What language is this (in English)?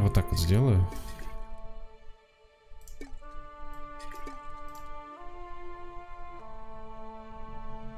Russian